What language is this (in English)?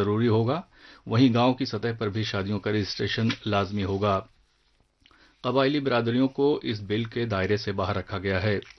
Urdu